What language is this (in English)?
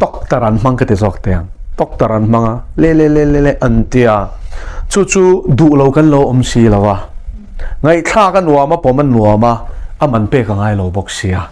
Mizo